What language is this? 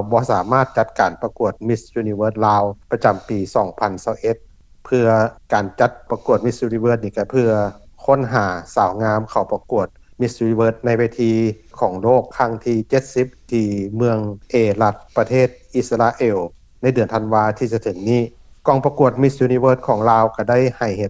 Lao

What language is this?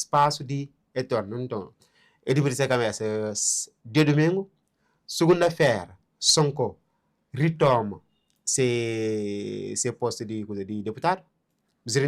Kabuverdianu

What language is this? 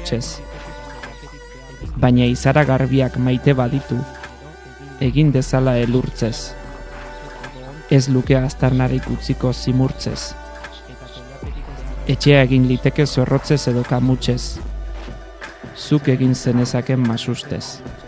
Basque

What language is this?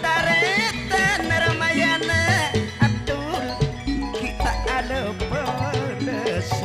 Madurese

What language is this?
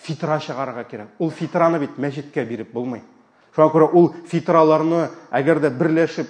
Tatar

